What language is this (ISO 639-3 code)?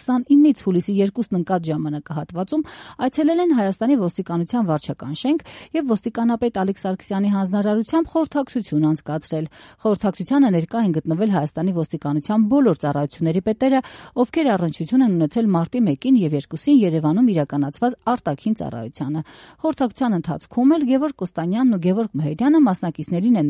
hye